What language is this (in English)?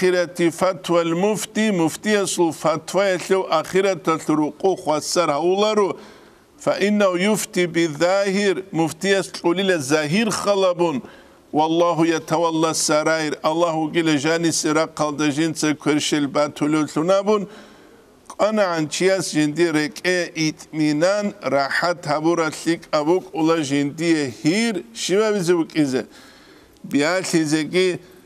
Avaric